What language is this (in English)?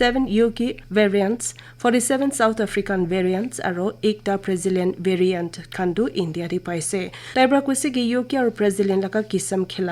Naga Pidgin